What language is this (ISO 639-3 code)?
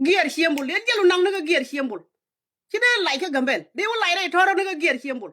nus